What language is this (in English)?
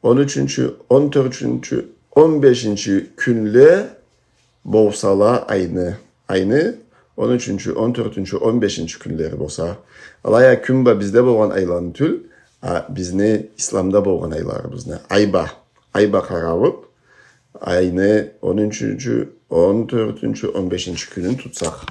Karachay-Balkar